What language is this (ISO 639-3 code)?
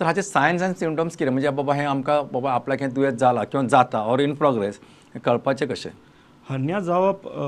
kok